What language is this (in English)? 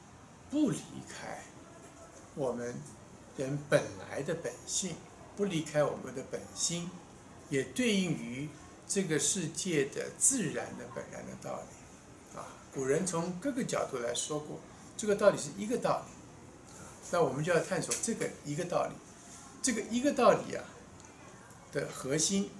Chinese